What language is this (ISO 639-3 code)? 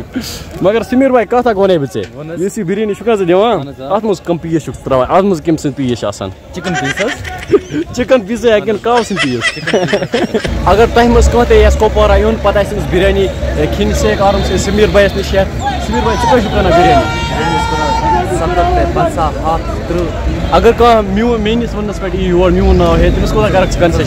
kas